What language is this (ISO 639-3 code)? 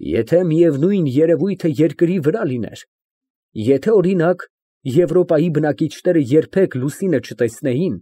hye